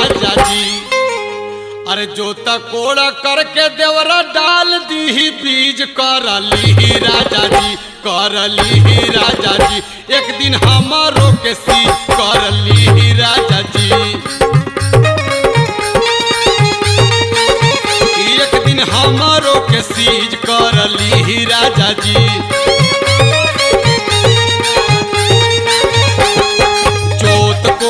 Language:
Bhojpuri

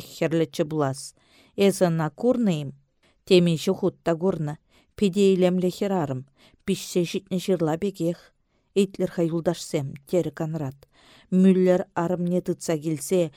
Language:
Chuvash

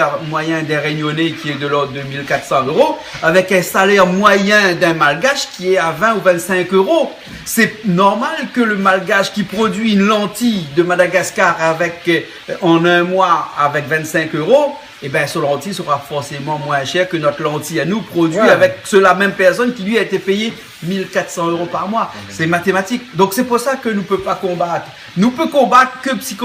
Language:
Réunion Creole French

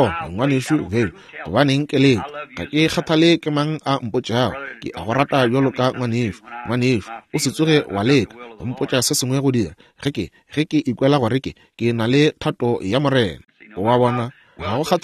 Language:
Northern Sotho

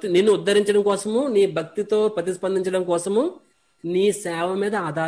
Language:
Telugu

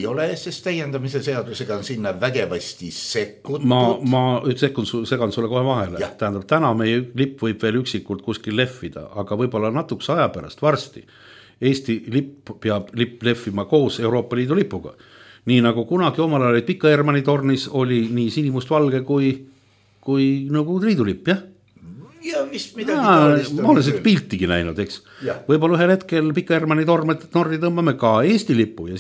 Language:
Estonian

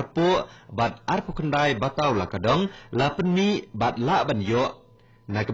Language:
Khasi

